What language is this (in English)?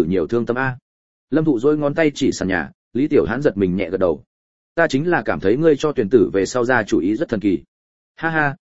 Vietnamese